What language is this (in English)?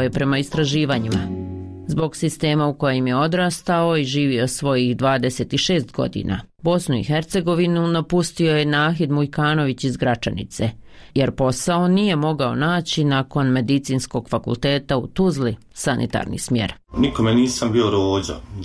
Bosnian